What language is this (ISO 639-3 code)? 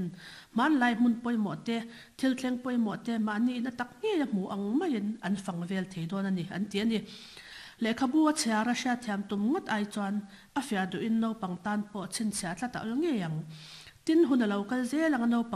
lus